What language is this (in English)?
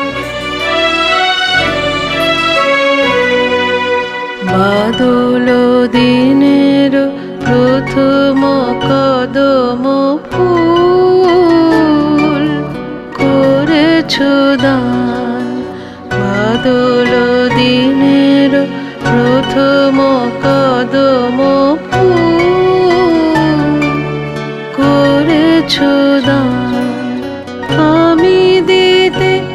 Bangla